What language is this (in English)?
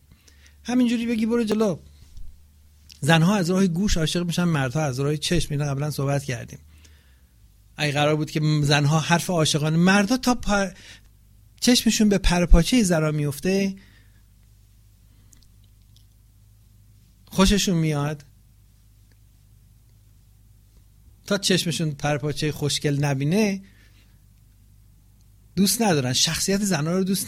Persian